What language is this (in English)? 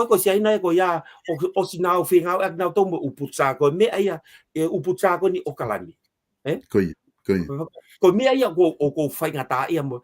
Tongan